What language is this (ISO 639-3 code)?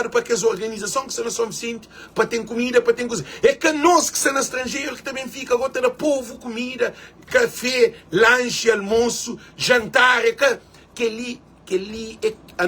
kea